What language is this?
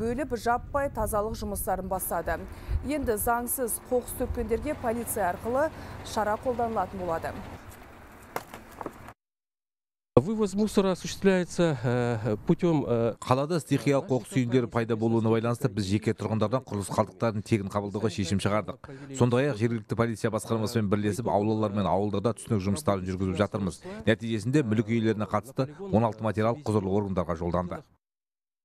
Kazakh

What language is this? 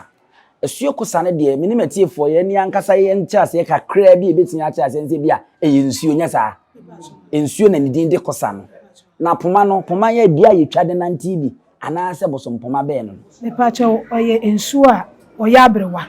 Akan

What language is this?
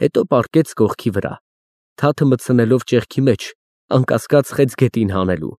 Armenian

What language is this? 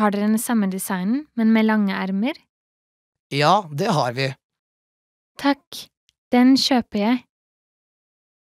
Norwegian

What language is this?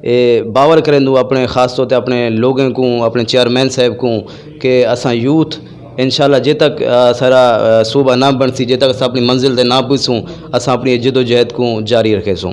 Saraiki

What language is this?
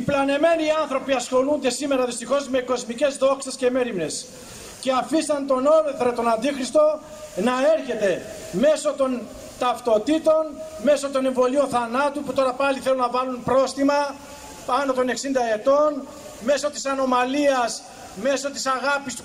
Greek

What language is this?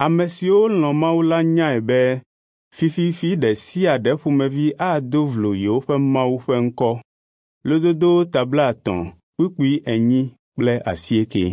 Ewe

